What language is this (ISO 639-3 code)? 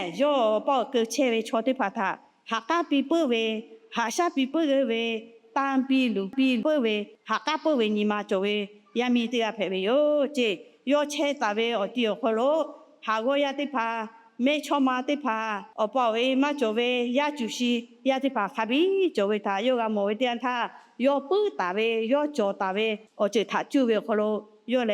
lhu